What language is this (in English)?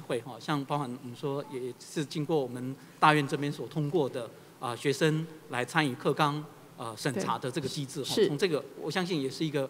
Chinese